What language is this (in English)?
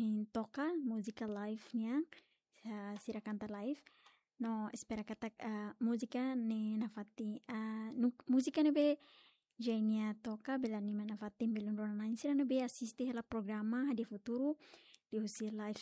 Tetum